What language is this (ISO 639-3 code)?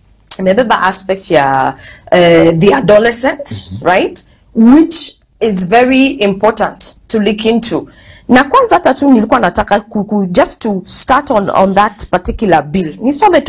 swa